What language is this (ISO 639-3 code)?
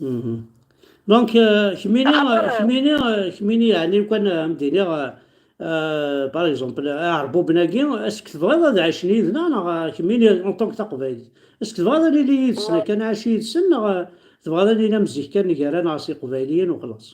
kab